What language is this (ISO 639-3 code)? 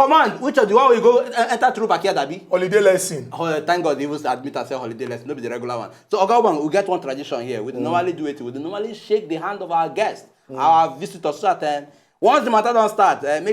pcm